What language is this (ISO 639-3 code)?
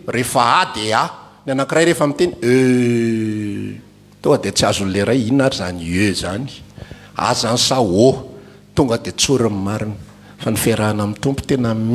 mlg